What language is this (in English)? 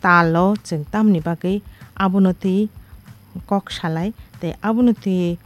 Kok Borok